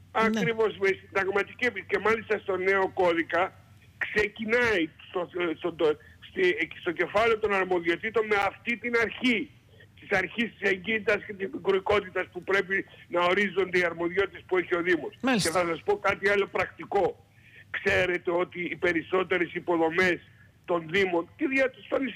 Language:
Greek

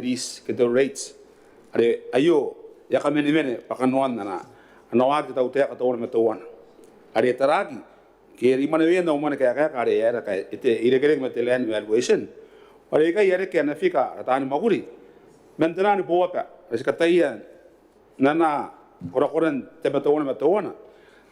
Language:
Gilbertese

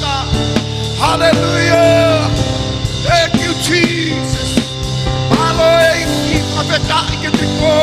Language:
Tongan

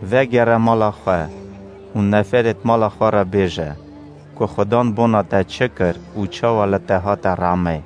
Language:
Kurdish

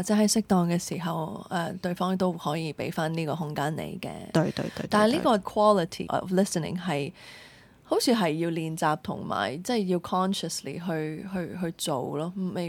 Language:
Cantonese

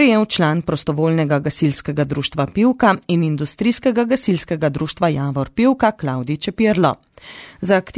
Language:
Slovenian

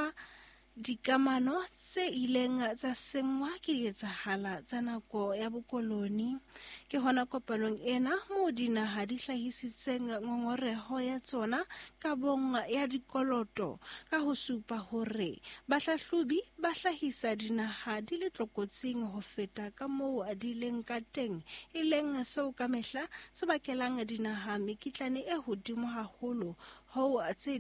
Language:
Southern Sotho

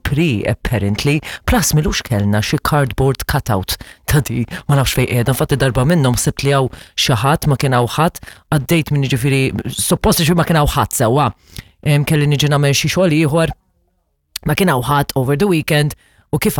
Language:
Maltese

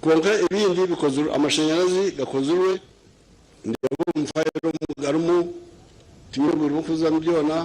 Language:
Nyankole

